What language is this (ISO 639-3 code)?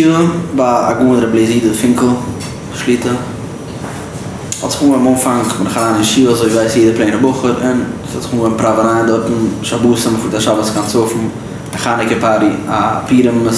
yid